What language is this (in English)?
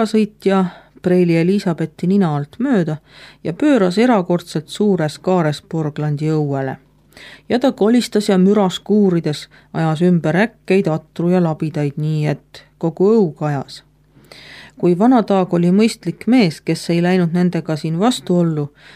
Estonian